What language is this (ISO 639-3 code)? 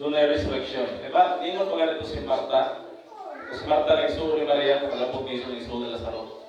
ceb